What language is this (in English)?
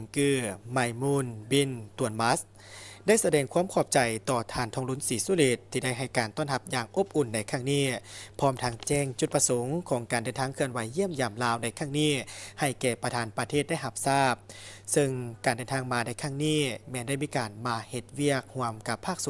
Lao